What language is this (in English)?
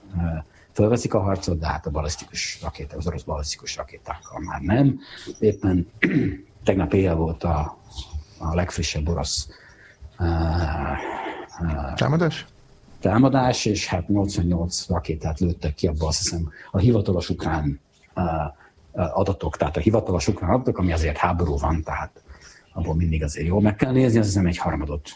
Hungarian